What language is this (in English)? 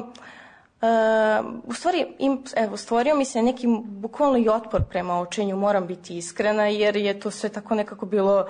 Serbian